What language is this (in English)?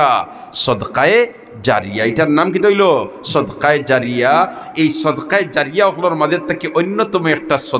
Sylheti